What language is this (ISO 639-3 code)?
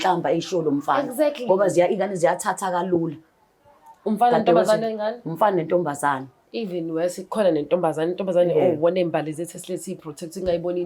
zul